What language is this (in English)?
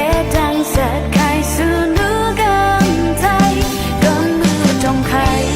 Rawang